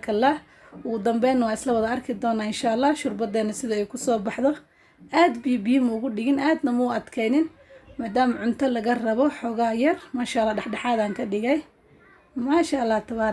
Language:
Somali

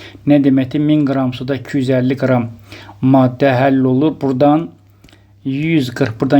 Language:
Azerbaijani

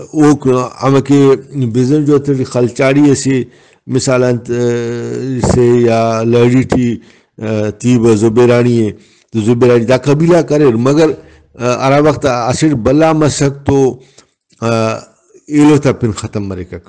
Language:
Brahui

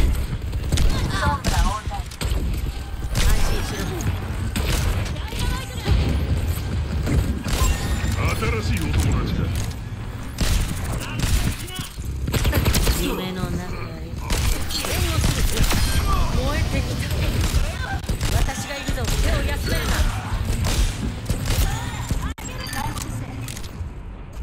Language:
Japanese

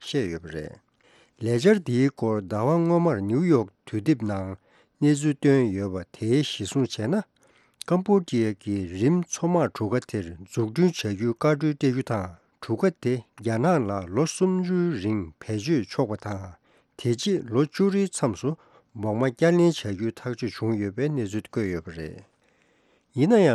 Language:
Tibetan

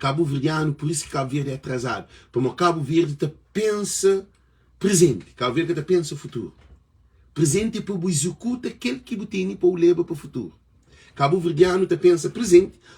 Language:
Kabuverdianu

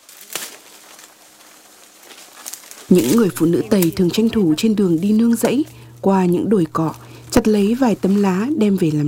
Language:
Vietnamese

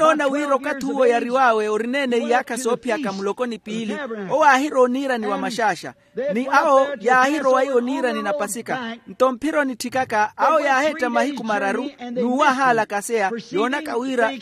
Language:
Makhuwa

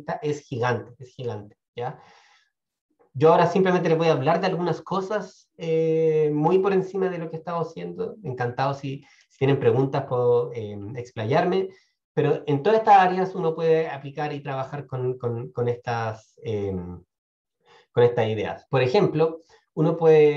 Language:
Spanish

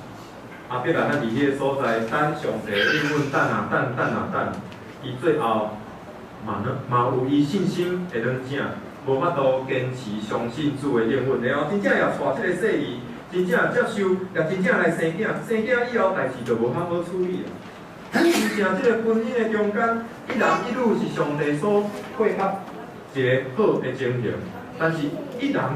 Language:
Min Nan Chinese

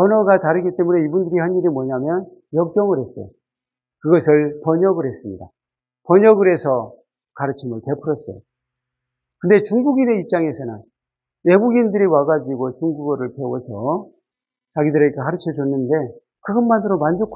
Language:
Korean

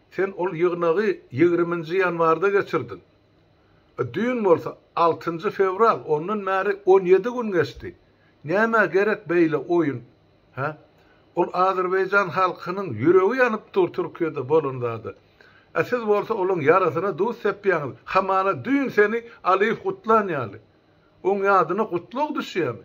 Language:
Turkmen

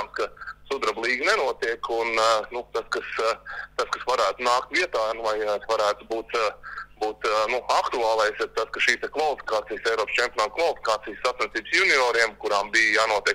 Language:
Latvian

